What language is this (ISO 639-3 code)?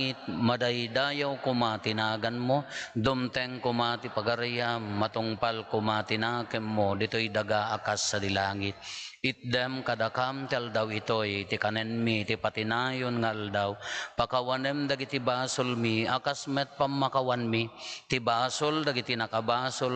ilo